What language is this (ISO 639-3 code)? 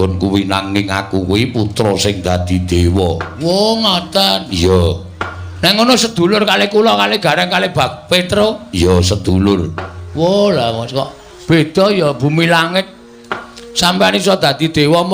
jav